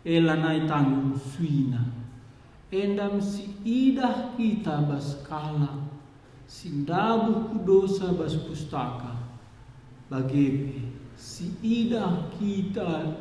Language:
Batak Karo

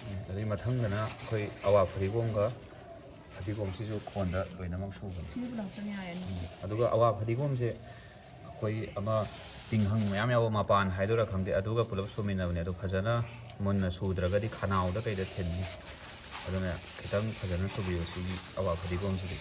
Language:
Manipuri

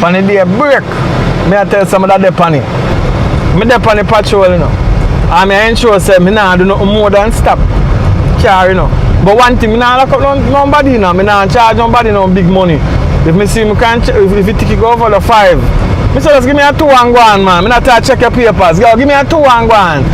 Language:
Jamaican Creole English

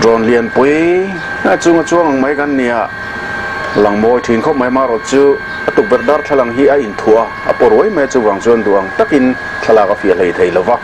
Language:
Mizo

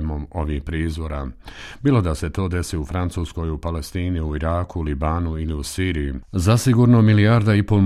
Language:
Bosnian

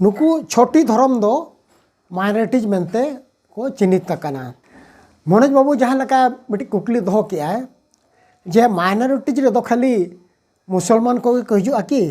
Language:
Santali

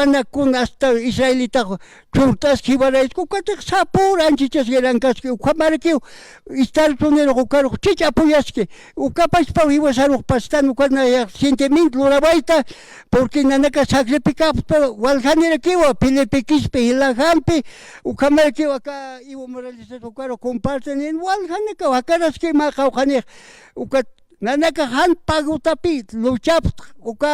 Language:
Aymara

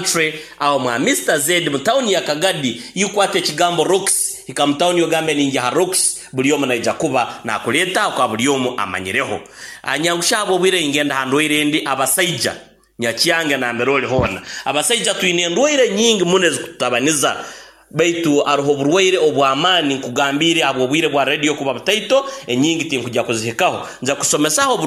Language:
Nyoro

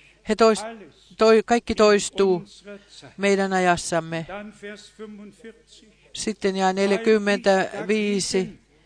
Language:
Finnish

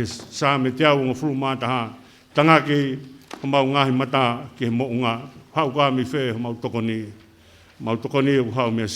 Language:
Tongan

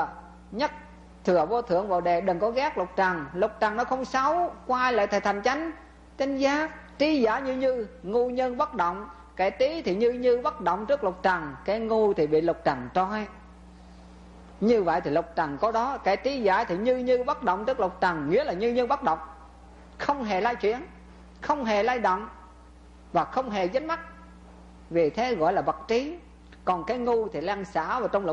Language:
Vietnamese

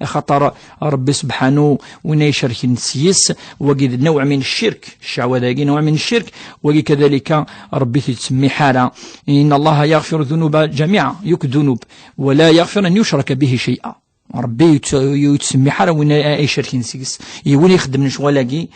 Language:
Kabyle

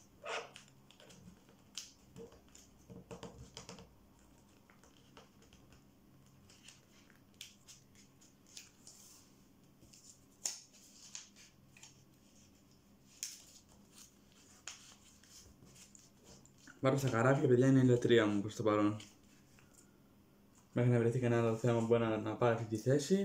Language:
Greek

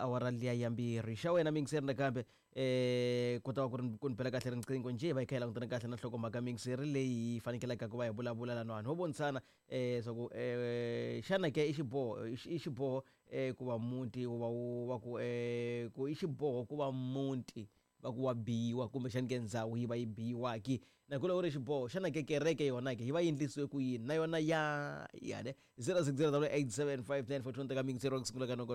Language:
Tsonga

